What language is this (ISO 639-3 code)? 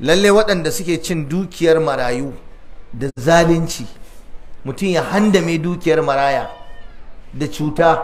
hau